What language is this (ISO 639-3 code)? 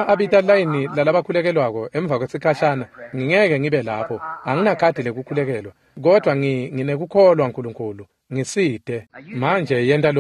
ssw